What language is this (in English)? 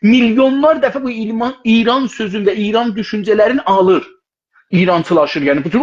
South Azerbaijani